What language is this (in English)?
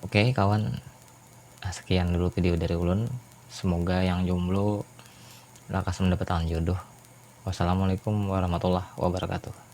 Banjar